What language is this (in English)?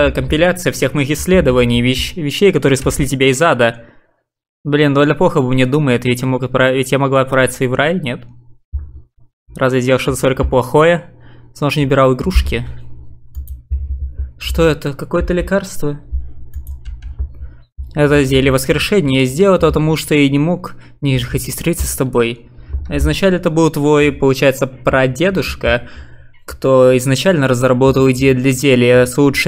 Russian